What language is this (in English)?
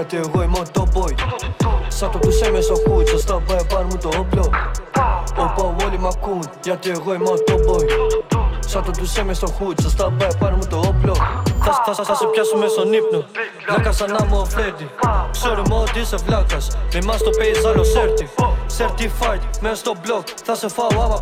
Greek